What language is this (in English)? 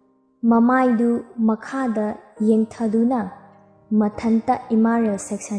Manipuri